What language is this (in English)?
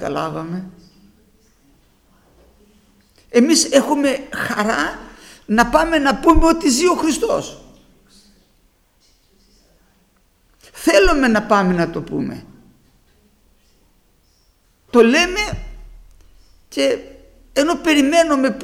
Greek